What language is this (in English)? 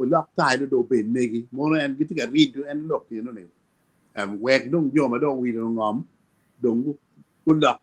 Acoli